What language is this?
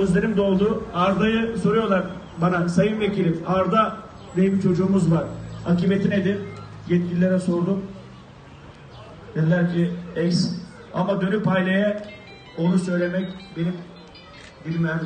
Turkish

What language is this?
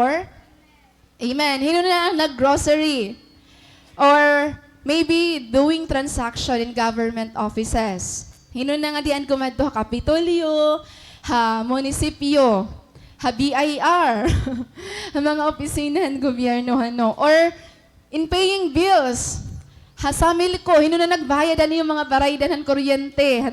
Waray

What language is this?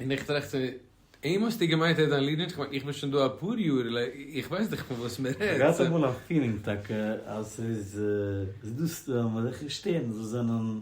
Yiddish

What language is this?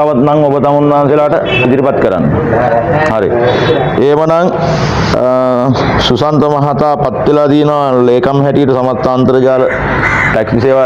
Sinhala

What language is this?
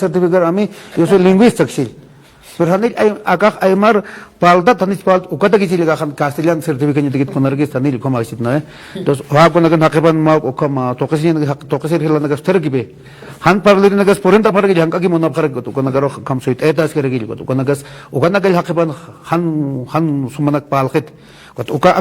Aymara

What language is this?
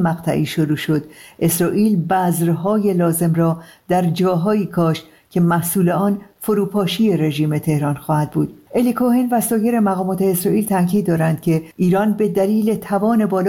Persian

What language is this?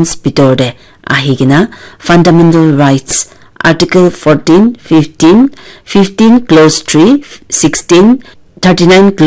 Naga Pidgin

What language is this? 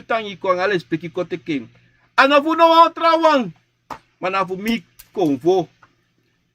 Sranan Tongo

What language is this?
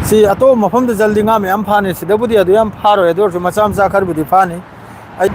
Manipuri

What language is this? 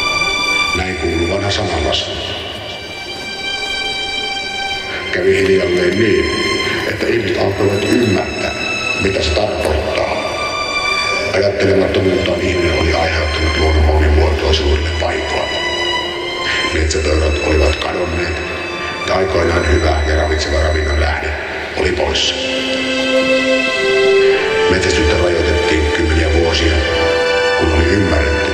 Finnish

